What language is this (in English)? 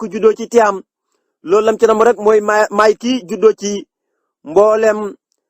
Wolof